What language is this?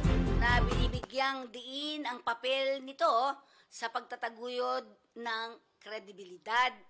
Filipino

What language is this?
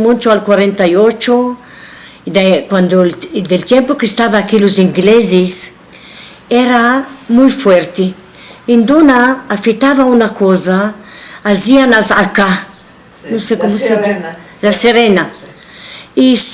Ladino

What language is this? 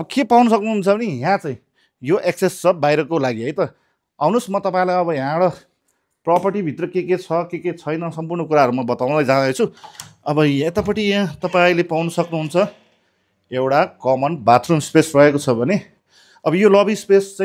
Nepali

